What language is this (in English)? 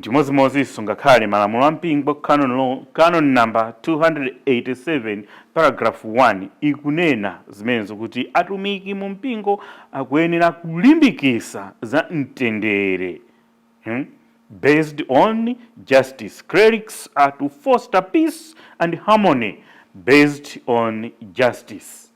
Nyanja